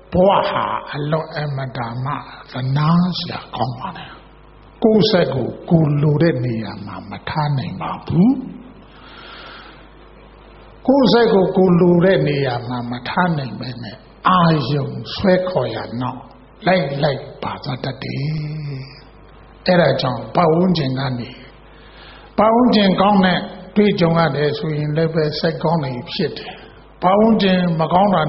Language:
Burmese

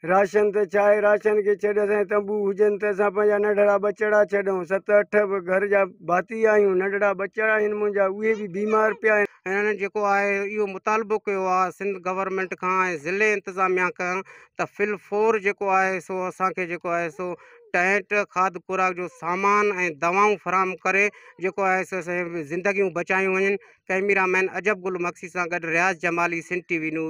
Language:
Sindhi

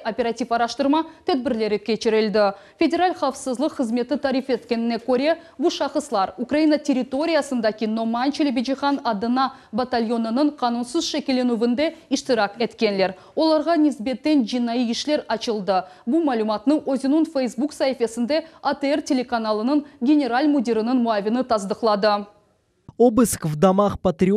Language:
Crimean Tatar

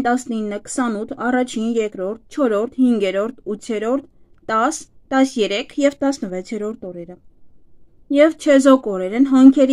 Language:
Armenian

